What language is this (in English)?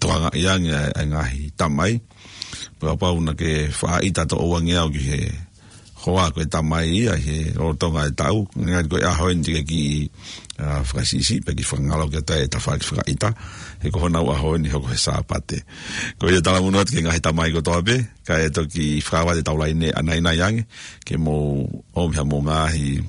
Tongan